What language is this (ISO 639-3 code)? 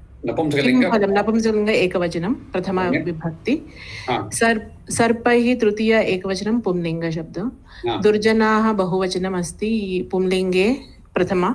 san